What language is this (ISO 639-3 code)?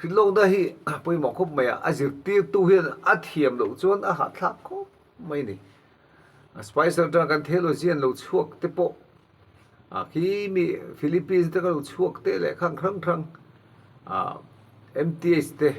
lus